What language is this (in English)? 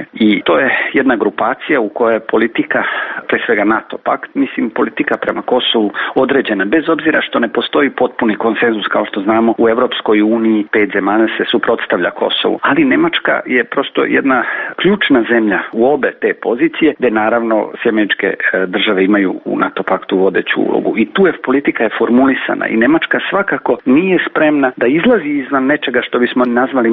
Serbian